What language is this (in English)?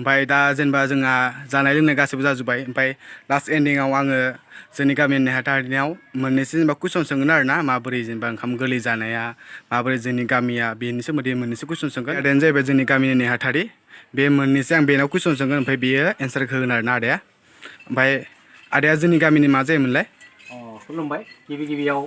Bodo